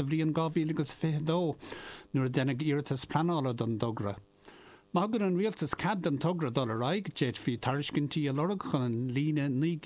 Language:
Irish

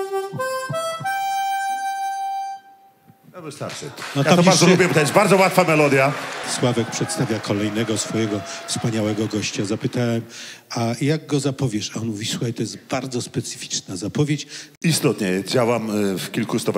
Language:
Polish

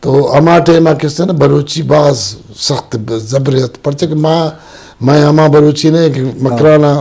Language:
Eastern Balochi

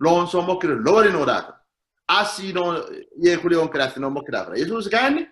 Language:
Sidamo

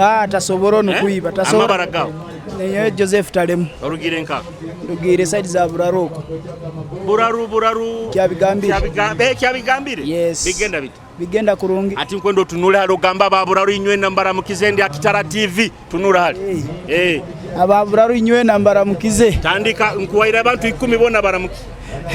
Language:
Nyoro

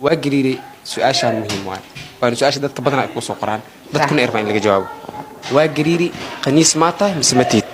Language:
Somali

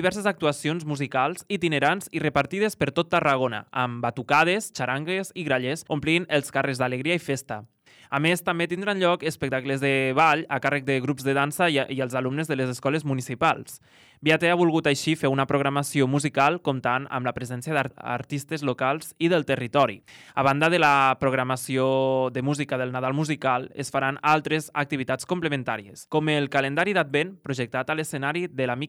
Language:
Catalan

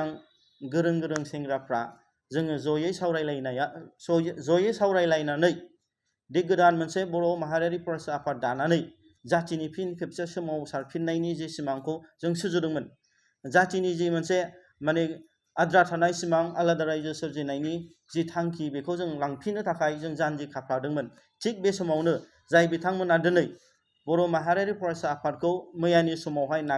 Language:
Bodo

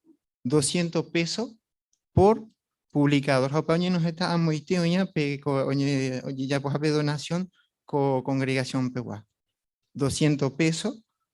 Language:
Guarani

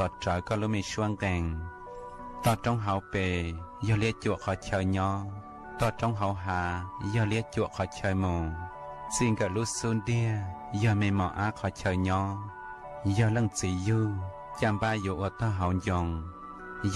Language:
Hmong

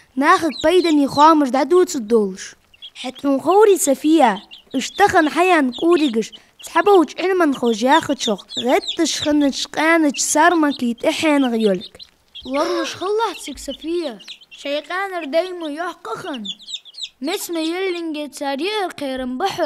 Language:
Ingush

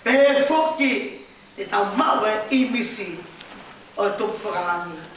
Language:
Tongan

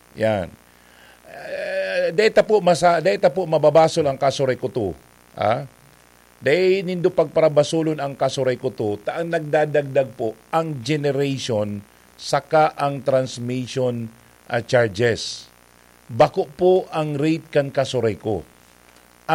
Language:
Bikol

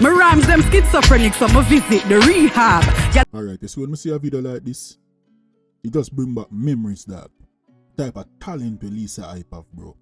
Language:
Jamaican Creole English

